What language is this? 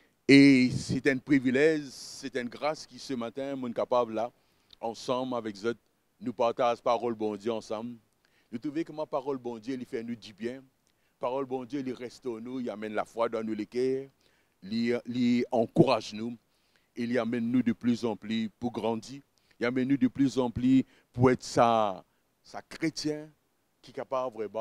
Morisyen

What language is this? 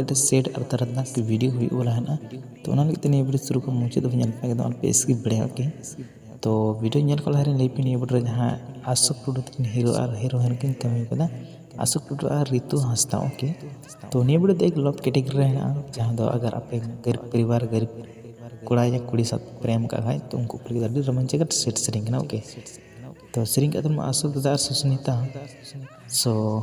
Santali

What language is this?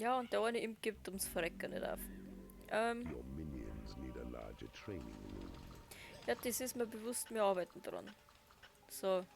Bavarian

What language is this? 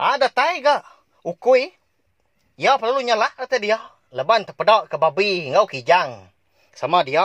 Iban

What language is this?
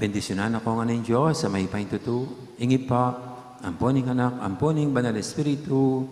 Pampanga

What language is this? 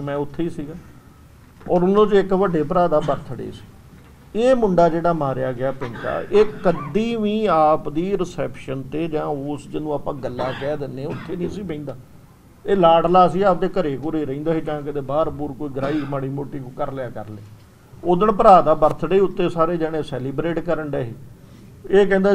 Punjabi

